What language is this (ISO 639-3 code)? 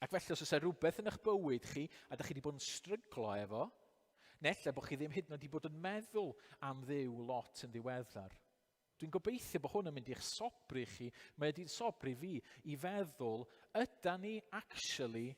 cym